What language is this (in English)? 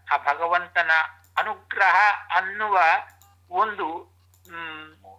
Kannada